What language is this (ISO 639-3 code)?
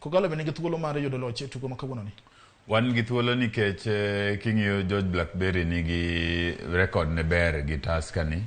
luo